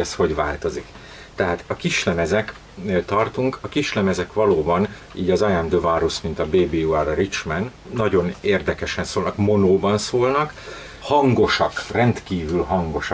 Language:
Hungarian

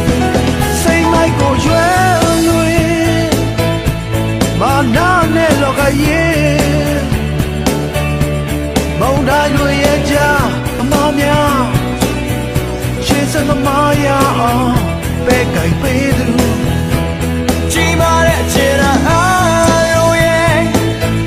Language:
Burmese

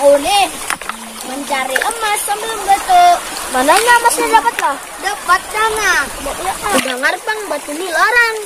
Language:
Banjar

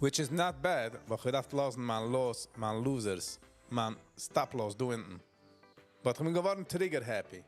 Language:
Yiddish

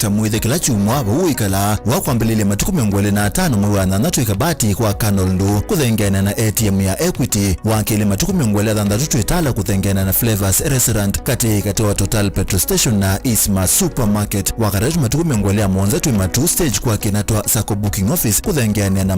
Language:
Kamba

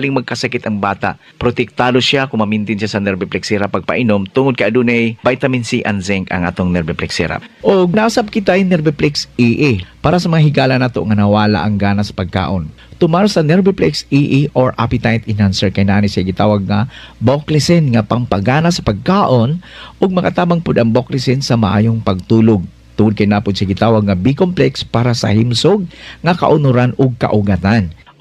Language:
Cebuano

